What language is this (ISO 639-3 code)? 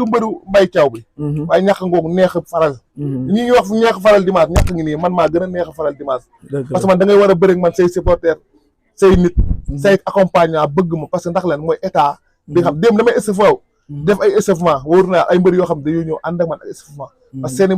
wol